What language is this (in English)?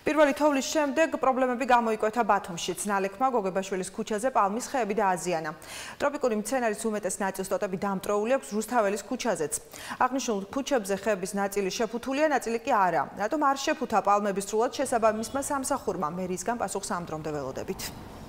Georgian